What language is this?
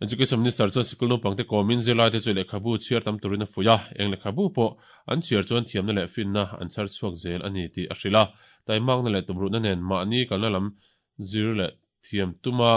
Mizo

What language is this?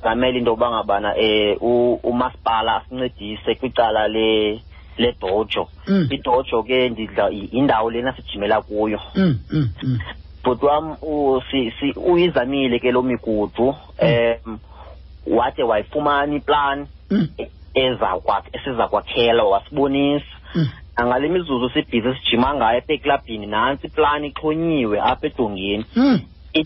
Xhosa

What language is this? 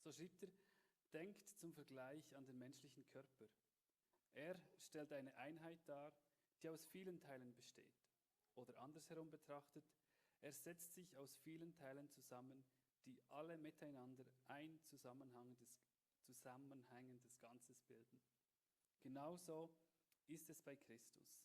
Swiss German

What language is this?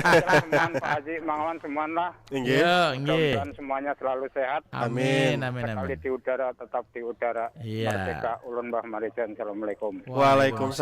Banjar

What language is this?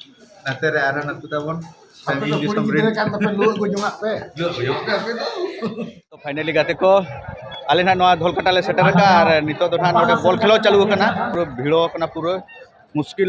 Santali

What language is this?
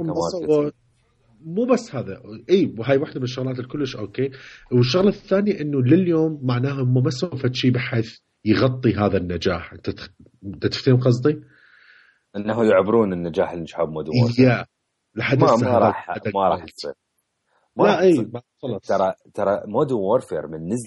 Mesopotamian Arabic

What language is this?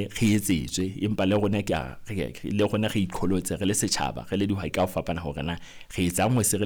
Southern Sotho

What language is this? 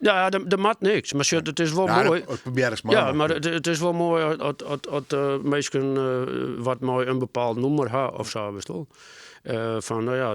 Western Frisian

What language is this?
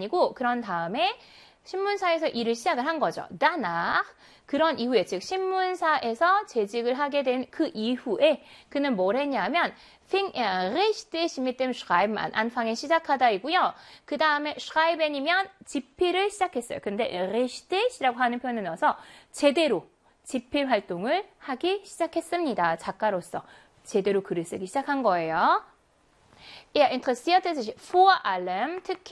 Korean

